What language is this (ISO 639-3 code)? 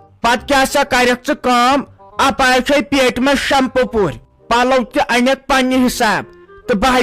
kas